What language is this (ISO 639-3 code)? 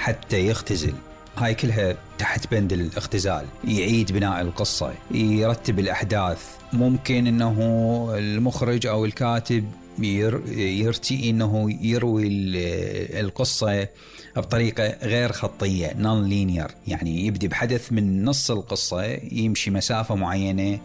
acm